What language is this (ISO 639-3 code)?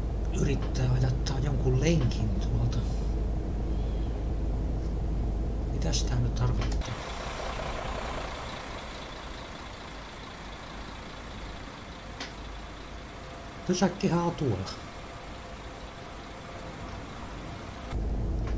fin